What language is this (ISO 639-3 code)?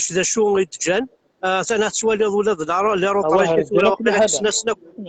kab